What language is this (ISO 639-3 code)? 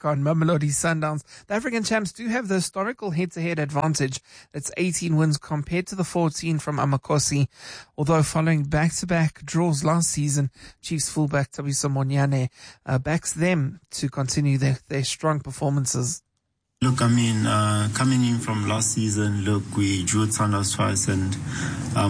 eng